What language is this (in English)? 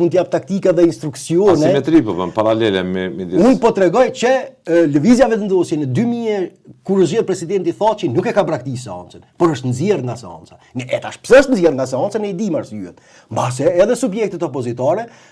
Albanian